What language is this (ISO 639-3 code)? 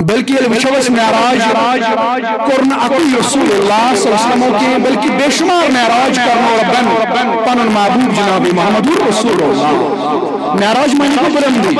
kas